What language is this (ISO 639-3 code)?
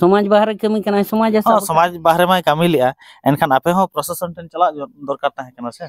sat